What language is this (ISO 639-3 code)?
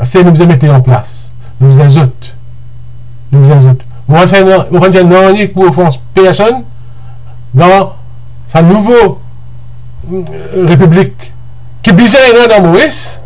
mfe